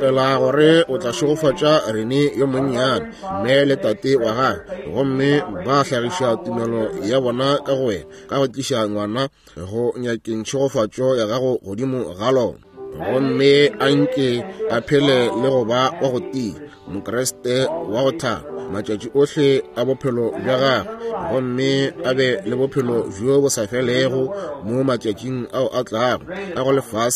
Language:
Northern Sotho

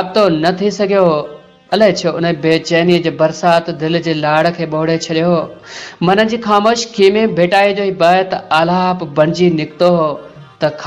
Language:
Sindhi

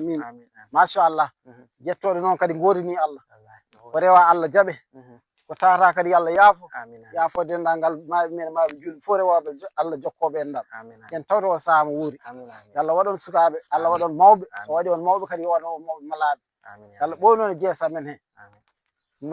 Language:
Fula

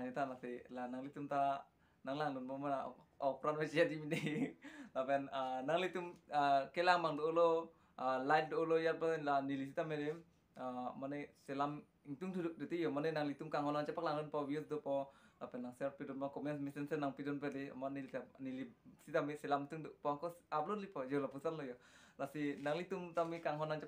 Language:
Karbi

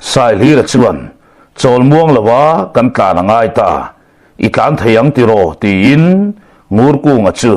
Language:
Mizo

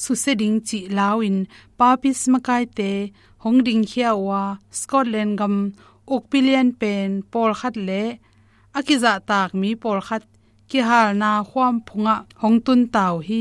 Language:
Tedim Chin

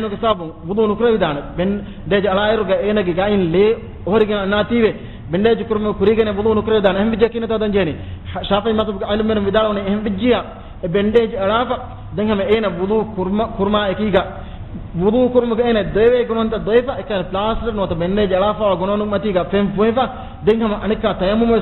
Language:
Divehi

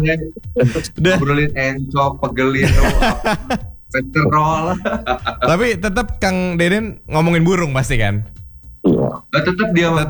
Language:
Indonesian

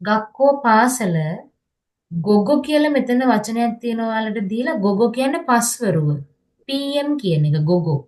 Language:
Sinhala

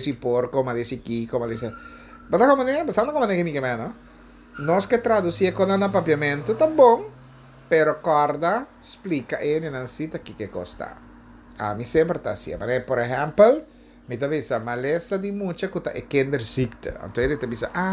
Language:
Papiamento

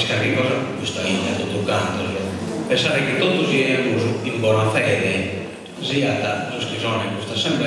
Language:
Sardinian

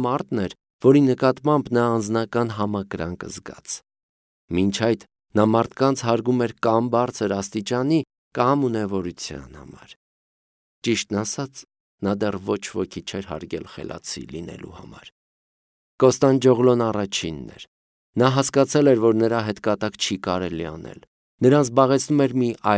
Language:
Armenian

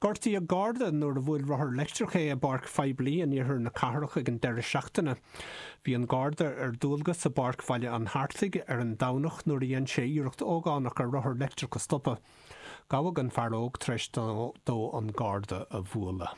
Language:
Irish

